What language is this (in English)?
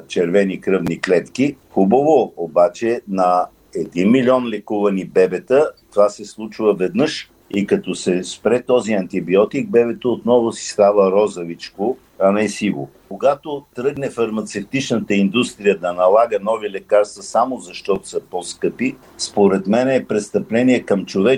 Bulgarian